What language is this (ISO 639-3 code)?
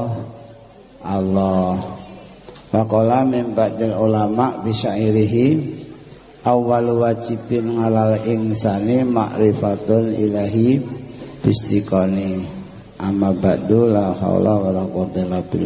jav